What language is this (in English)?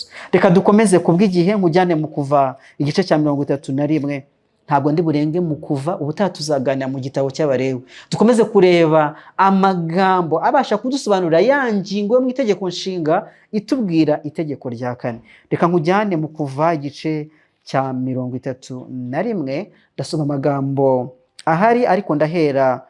Kinyarwanda